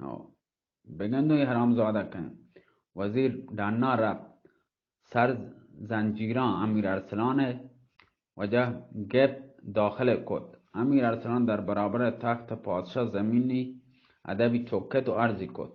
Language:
Baluchi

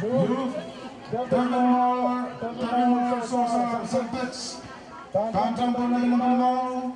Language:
Pohnpeian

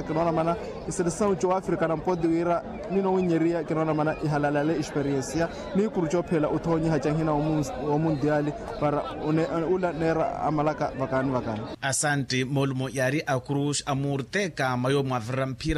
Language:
Makhuwa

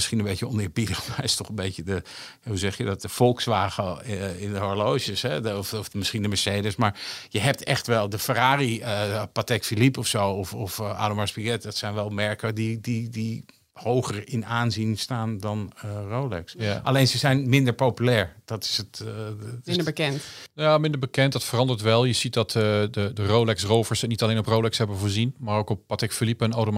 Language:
Dutch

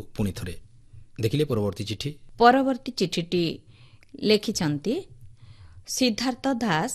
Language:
Odia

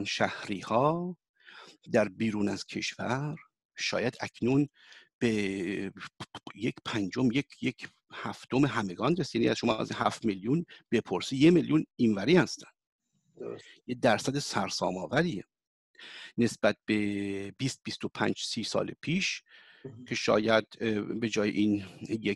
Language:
Persian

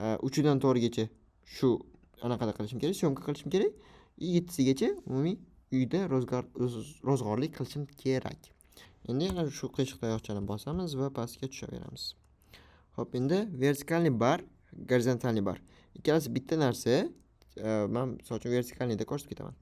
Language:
Uzbek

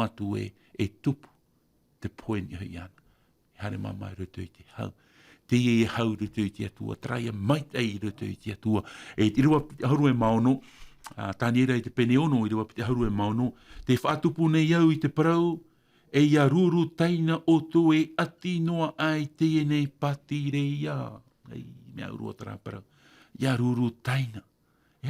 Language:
Tahitian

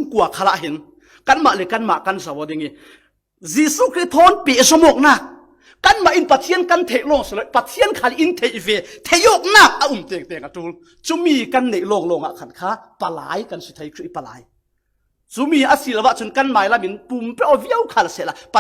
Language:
Falam Chin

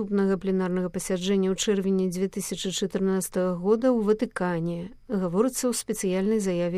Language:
Belarusian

